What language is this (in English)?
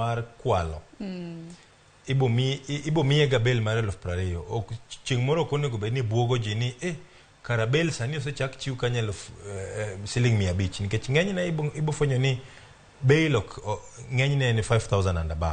Luo (Kenya and Tanzania)